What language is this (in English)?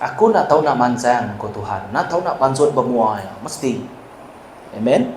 Iban